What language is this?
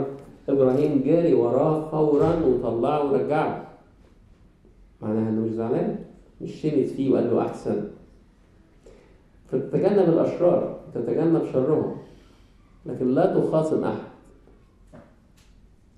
Egyptian Arabic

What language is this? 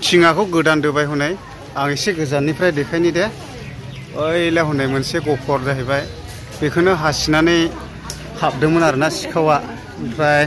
Bodo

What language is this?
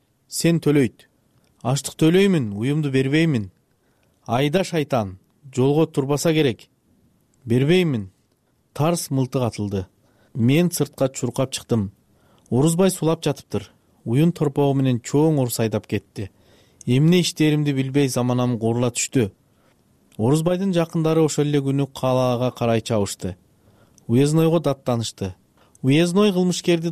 Kyrgyz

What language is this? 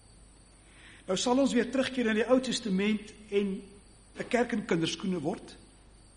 Afrikaans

